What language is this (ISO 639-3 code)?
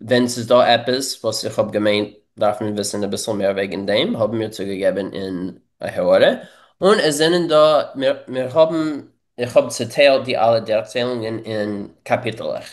yid